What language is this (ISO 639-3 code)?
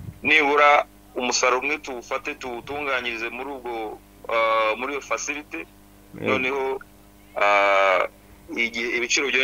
kin